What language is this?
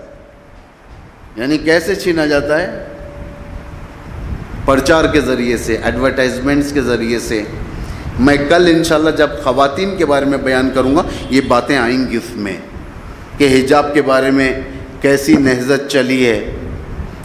Urdu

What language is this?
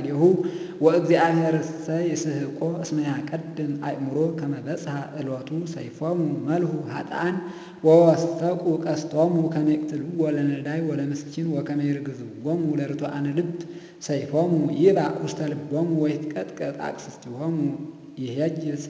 Geez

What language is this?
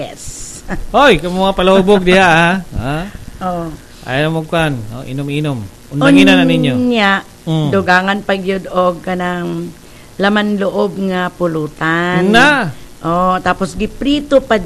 Cebuano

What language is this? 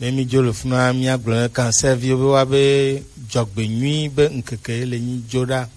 Gen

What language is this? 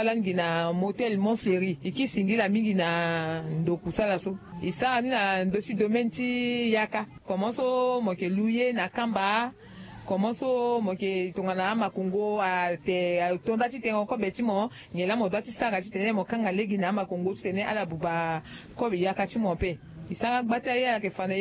Sango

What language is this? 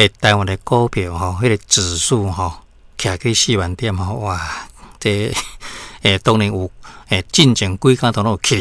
Min Nan Chinese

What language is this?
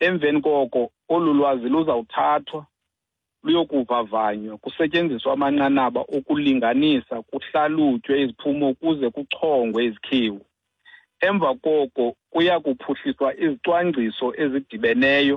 Xhosa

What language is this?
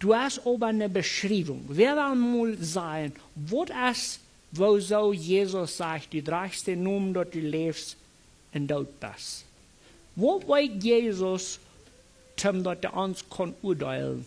Plautdietsch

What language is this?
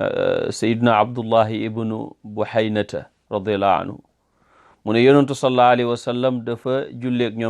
Wolof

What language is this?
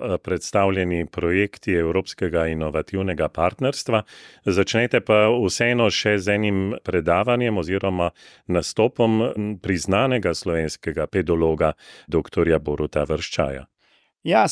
Slovenian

